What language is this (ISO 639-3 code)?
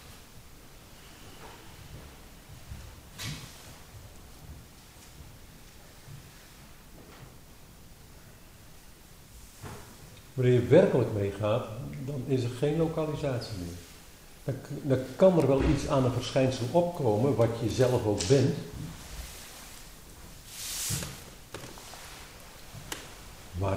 nld